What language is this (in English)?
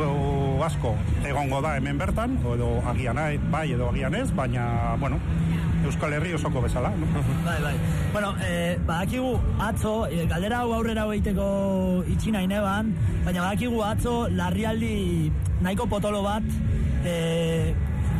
Basque